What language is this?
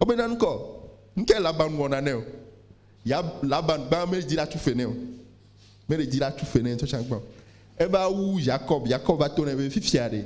Ewe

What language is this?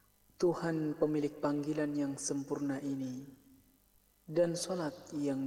Indonesian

